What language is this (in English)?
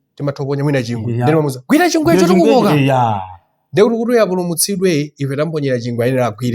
Nyanja